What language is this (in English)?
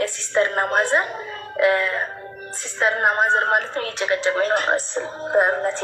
Amharic